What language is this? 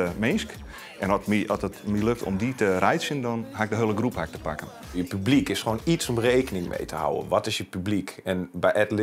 Western Frisian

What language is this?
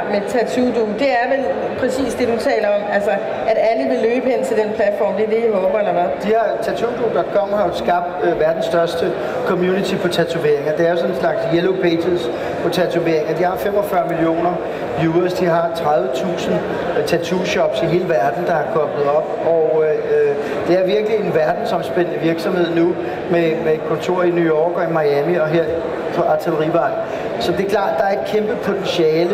Danish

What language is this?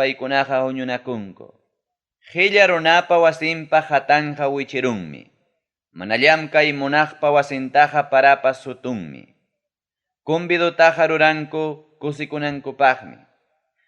Ayacucho Quechua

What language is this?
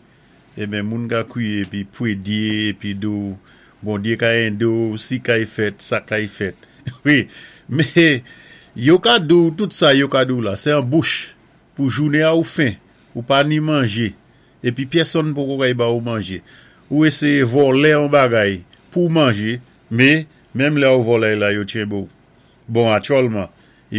Saint Lucian Creole French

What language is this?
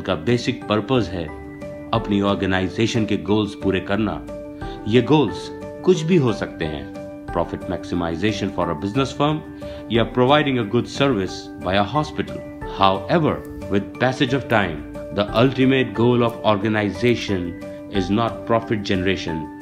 Hindi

